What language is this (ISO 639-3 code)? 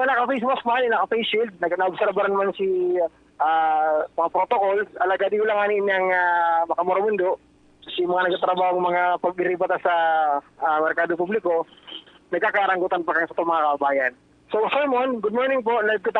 bik